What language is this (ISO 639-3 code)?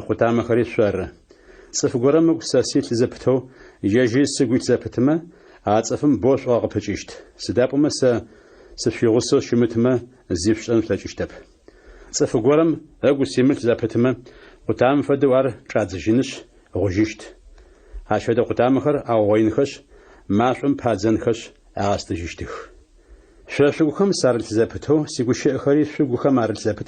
ady